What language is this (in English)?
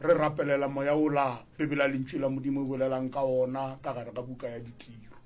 Northern Sotho